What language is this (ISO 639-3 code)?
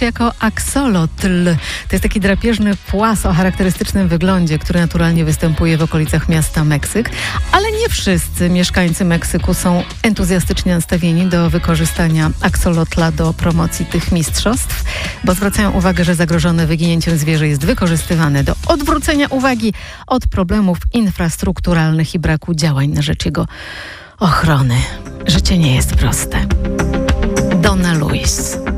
pol